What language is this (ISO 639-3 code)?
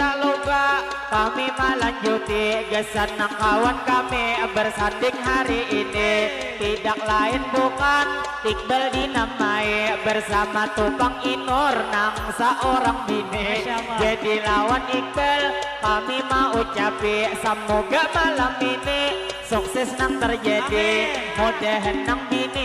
bjn